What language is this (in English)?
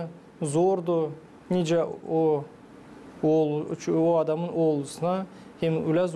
Gagauz